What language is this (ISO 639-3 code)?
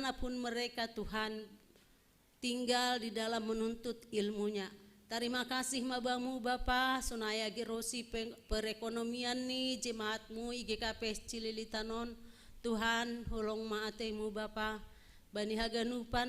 bts